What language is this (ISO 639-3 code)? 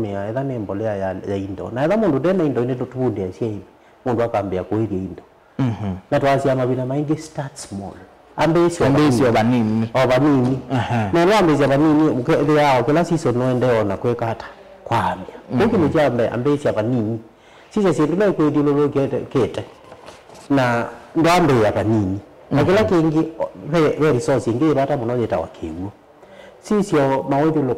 kam